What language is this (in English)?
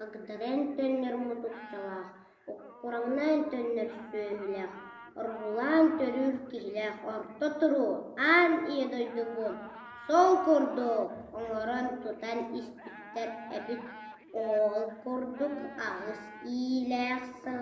Yakut